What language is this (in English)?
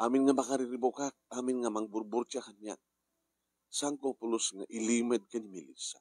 Iloko